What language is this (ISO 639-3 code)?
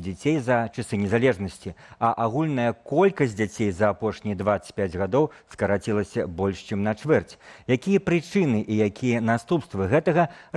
bel